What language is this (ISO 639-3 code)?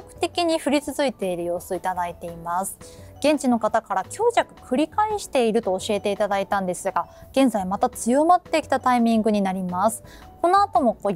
jpn